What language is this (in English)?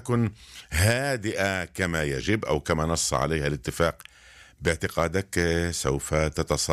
Arabic